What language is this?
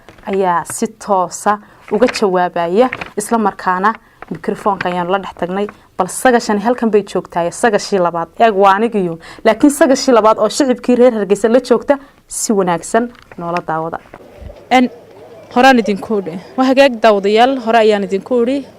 Somali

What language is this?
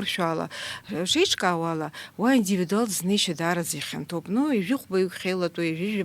Abkhazian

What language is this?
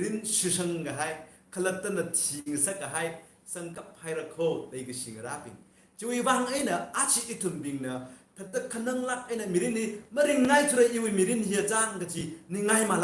Tangkhul Naga (India)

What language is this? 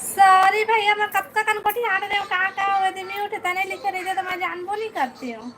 Chhattisgarhi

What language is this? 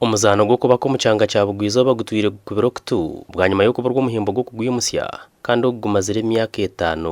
Nyankole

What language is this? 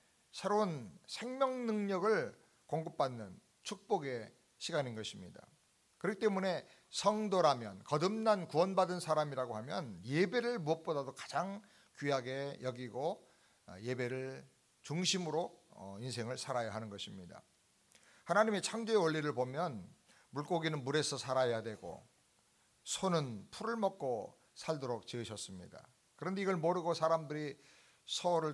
Korean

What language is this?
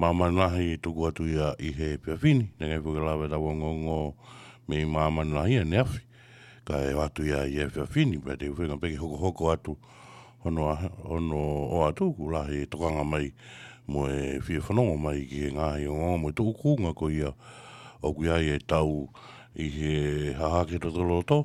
Tongan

